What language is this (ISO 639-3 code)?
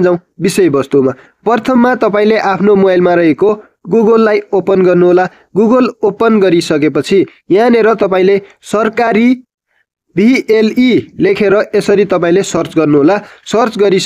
nep